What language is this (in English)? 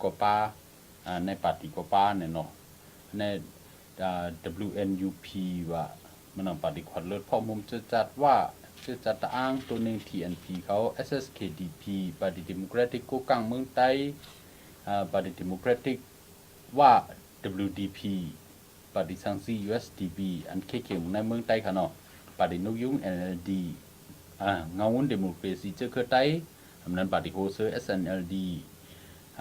Shan